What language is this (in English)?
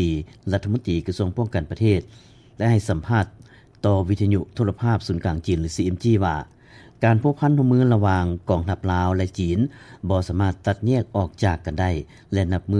Lao